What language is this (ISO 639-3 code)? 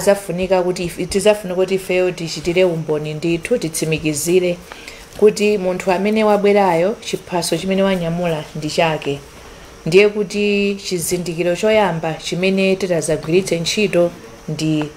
nya